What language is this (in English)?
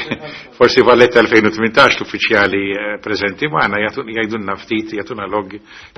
Maltese